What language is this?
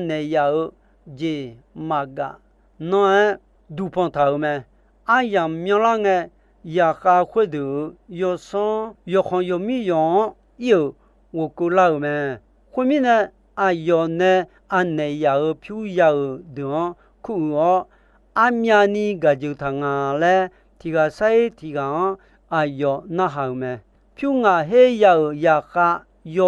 Akha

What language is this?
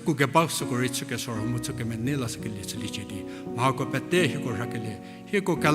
Angami Naga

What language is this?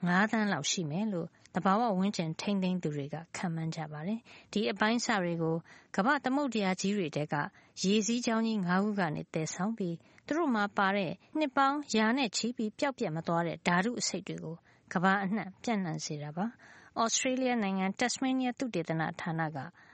Burmese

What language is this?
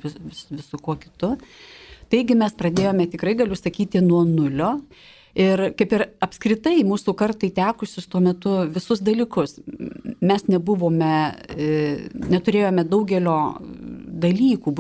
Lithuanian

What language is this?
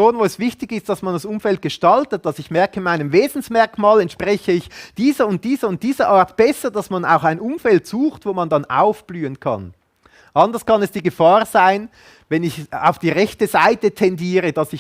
Swiss German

